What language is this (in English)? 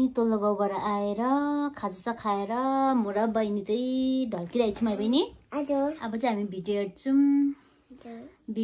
Nepali